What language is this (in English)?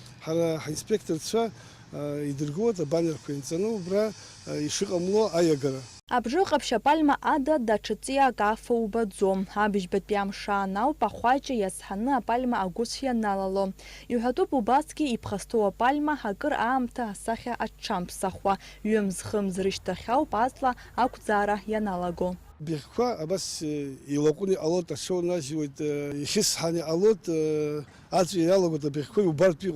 Abkhazian